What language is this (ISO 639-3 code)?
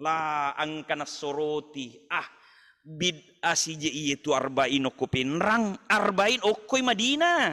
bug